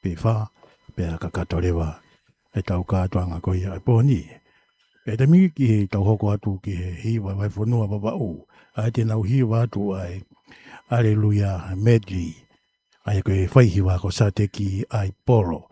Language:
Tongan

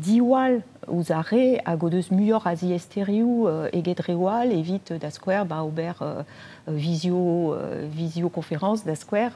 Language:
Breton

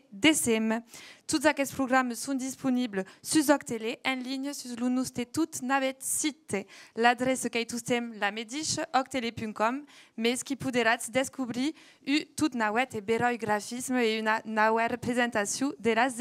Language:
Occitan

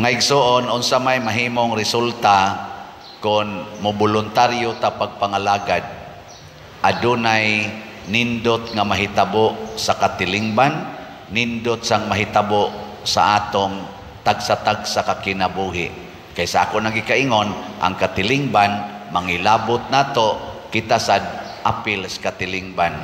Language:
Cebuano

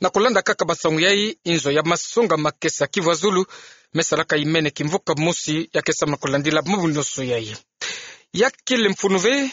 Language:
Kituba (Democratic Republic of Congo)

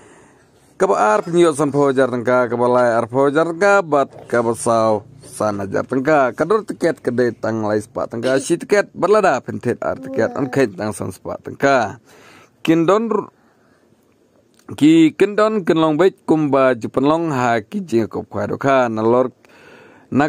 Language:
Khasi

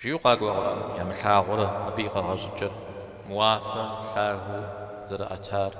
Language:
Kabardian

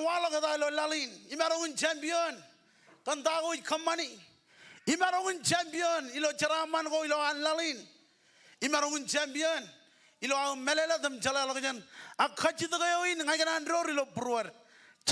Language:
Marshallese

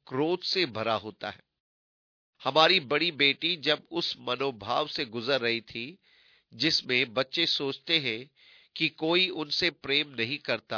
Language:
Hindi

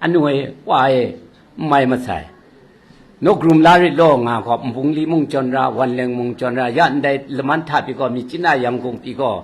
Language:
Kachin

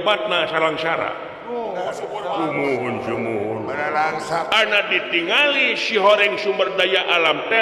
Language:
Sundanese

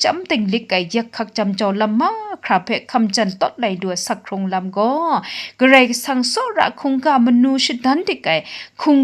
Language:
Kachin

